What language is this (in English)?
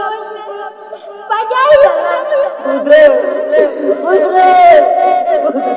Santali